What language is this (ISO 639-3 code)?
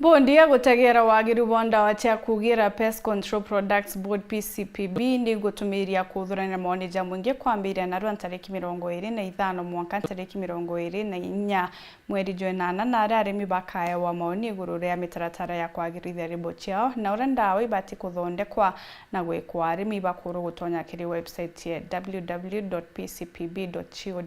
mer